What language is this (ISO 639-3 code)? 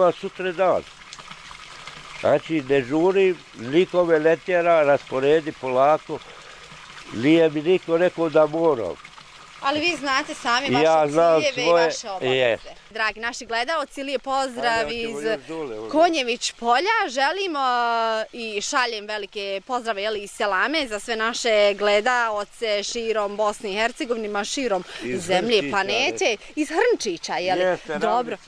bos